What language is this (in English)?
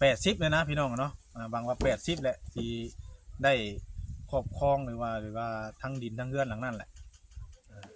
Northeastern Thai